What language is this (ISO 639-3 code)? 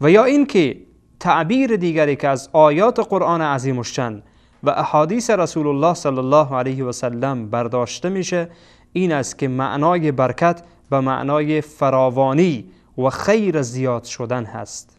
fas